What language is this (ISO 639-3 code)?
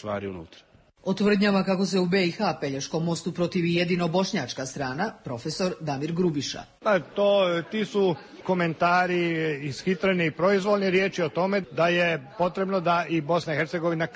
hrv